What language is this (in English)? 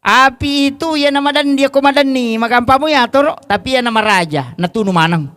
Buginese